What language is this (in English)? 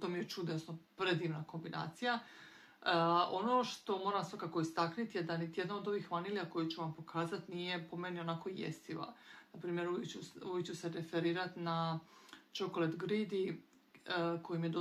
Croatian